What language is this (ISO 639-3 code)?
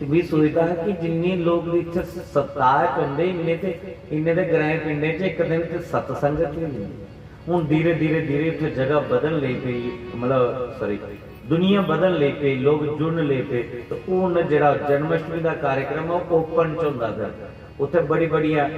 doi